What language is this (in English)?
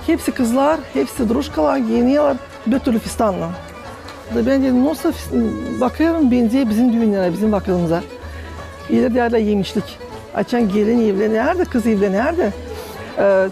Gagauz